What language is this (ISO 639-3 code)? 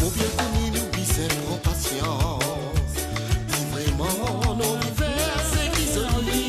mfe